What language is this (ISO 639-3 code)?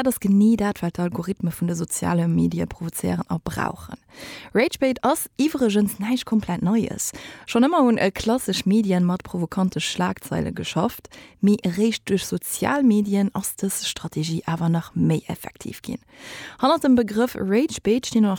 ltz